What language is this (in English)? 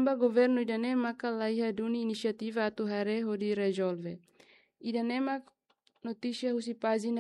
Tetum